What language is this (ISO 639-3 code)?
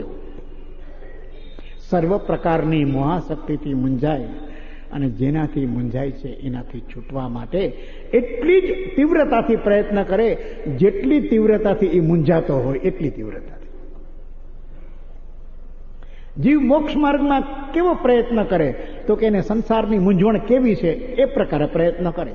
guj